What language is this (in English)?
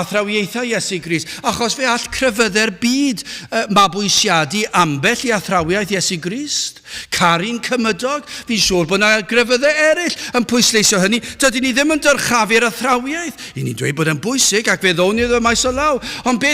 Welsh